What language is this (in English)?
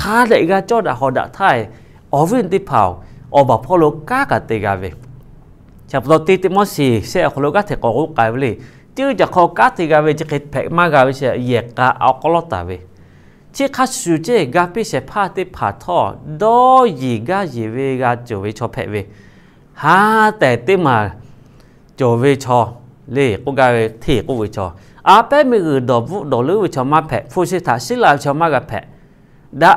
Lahu